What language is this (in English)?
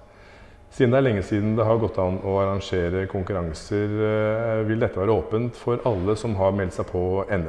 Norwegian